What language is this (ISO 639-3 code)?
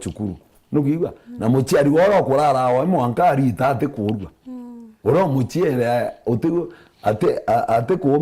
mer